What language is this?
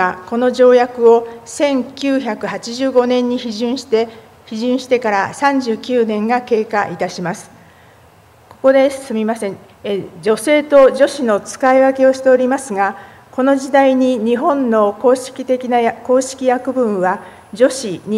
Japanese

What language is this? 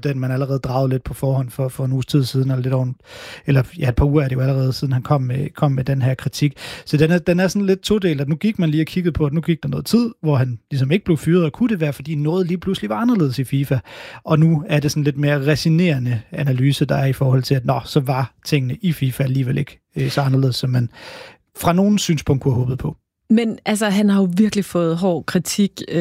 Danish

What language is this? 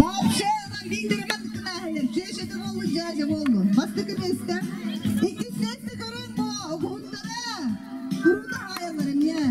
Yakut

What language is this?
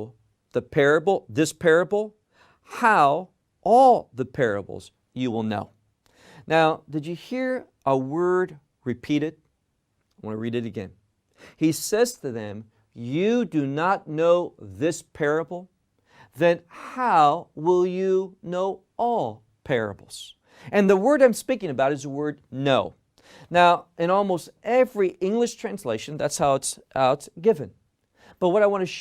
English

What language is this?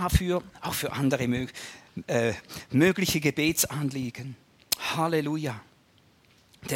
German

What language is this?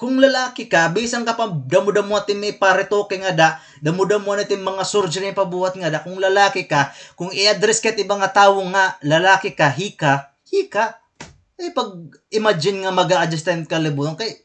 Waray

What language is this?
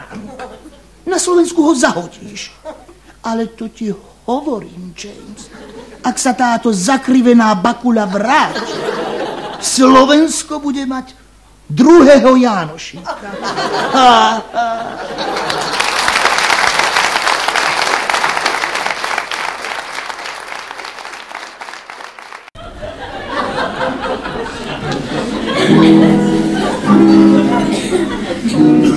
Slovak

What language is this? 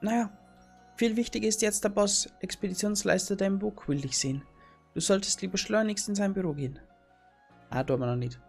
Bavarian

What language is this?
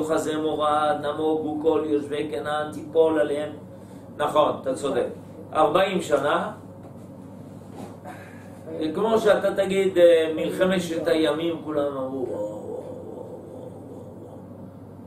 Hebrew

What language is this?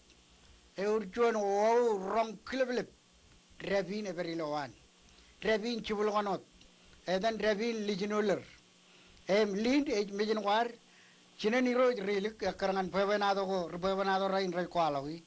Marshallese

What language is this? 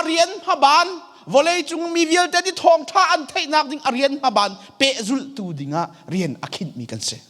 Hakha Chin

